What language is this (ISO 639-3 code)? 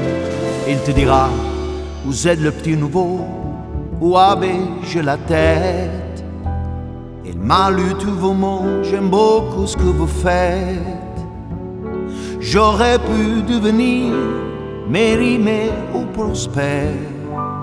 fra